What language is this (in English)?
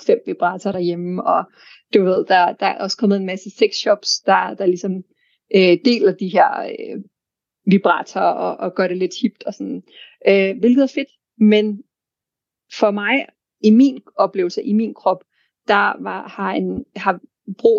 Danish